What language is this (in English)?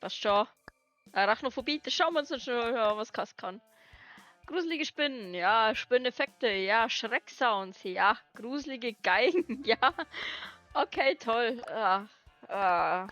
Bavarian